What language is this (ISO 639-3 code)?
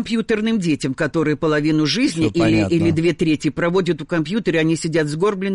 rus